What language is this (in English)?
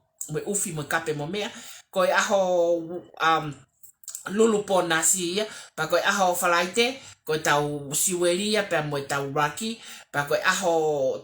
Tongan